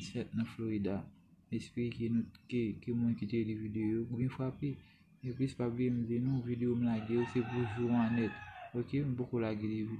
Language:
Haitian Creole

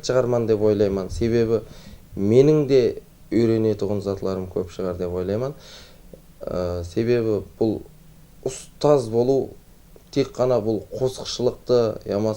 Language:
Kara-Kalpak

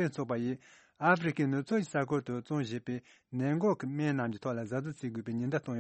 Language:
Tibetan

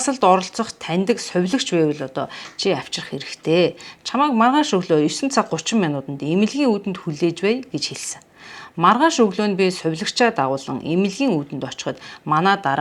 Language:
Mongolian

